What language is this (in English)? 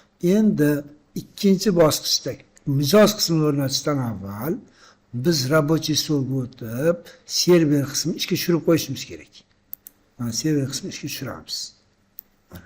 Uzbek